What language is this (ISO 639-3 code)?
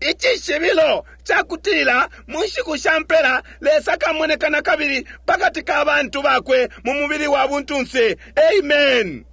bem